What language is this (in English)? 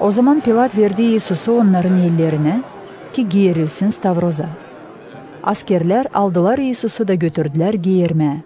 Gagauz